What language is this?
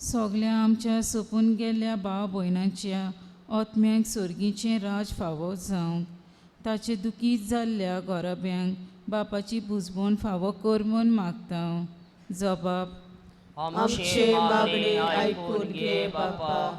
Konkani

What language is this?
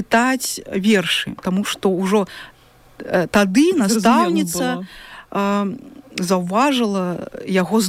Belarusian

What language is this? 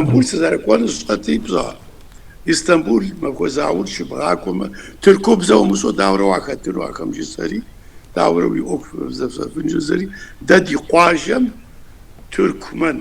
Kabardian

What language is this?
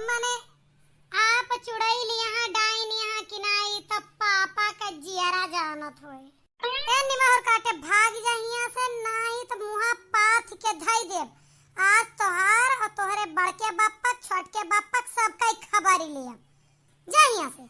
Awadhi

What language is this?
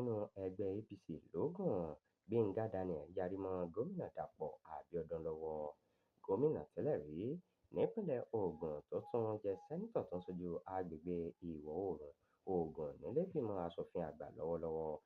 Yoruba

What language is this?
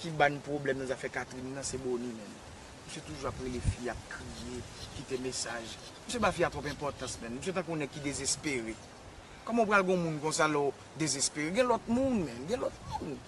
Haitian Creole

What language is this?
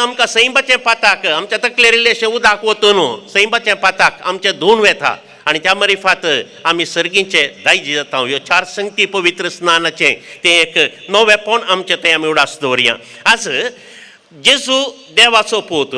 Konkani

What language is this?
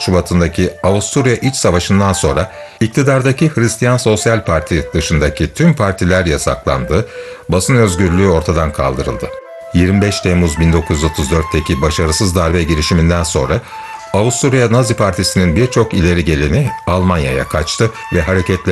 Turkish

